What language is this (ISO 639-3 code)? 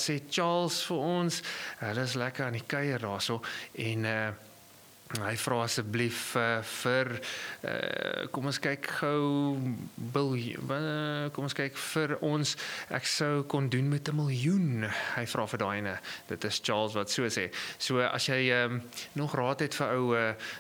afr